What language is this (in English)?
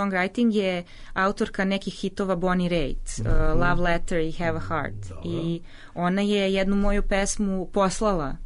Serbian